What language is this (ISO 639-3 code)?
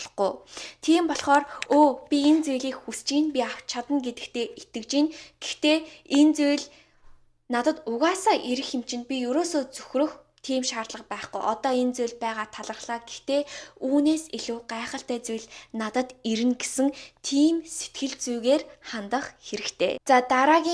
mon